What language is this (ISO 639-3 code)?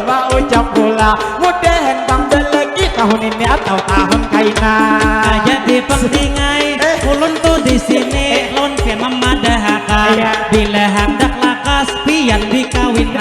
bjn